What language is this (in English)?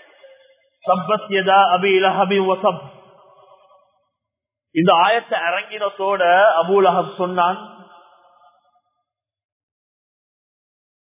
Tamil